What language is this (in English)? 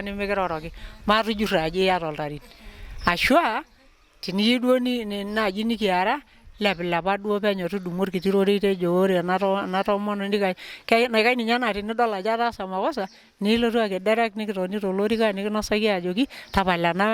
Masai